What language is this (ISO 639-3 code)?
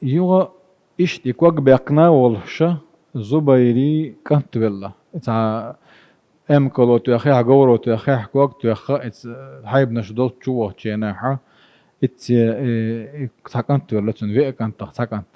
che